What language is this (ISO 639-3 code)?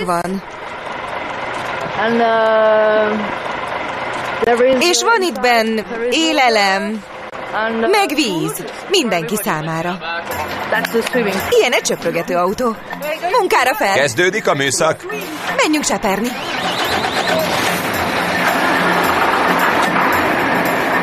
hun